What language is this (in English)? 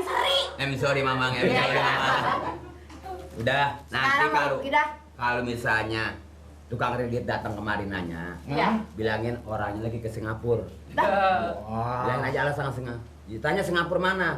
Betawi